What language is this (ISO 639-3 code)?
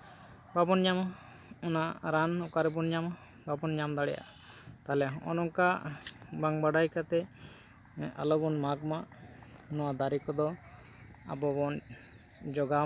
sat